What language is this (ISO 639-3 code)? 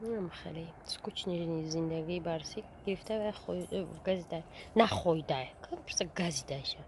tgk